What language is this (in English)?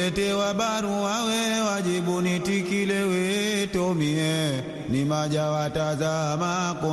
Swahili